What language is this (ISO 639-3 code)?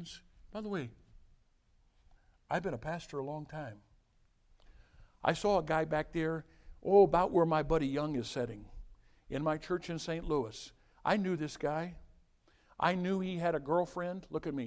eng